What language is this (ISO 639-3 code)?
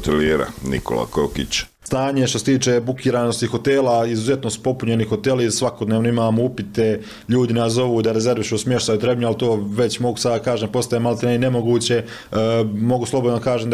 hrv